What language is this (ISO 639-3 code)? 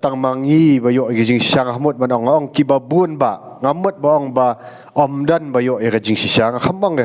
kha